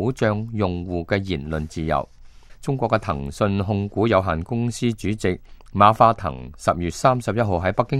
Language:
Cantonese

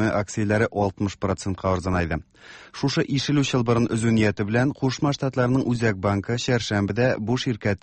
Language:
Tatar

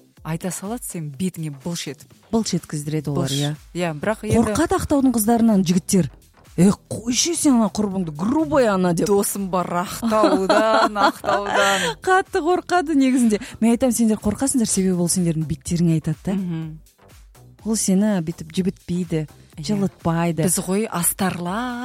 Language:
Kazakh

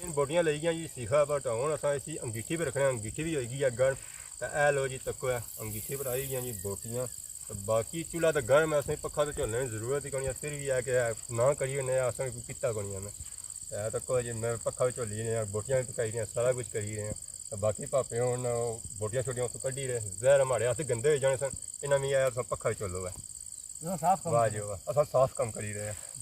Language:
Pahari-Potwari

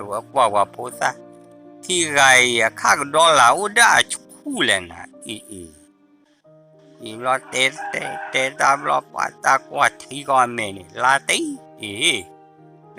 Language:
S'gaw Karen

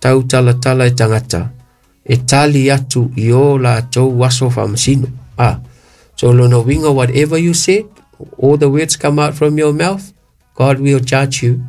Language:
Samoan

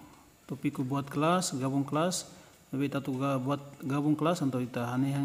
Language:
Tetum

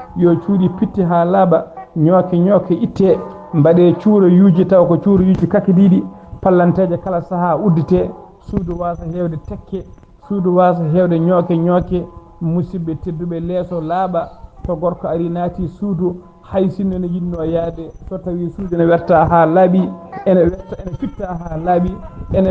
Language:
Fula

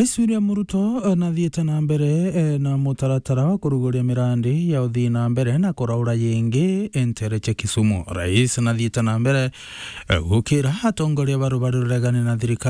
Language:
Meru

